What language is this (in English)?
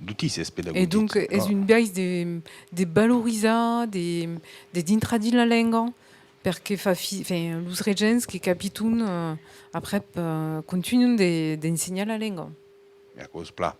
Occitan